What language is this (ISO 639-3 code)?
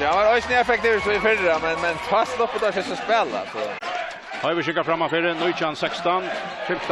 fao